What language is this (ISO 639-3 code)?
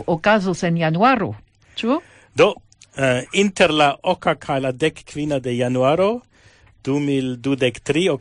epo